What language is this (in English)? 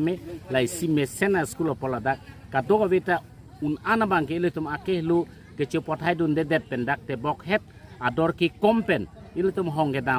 Karbi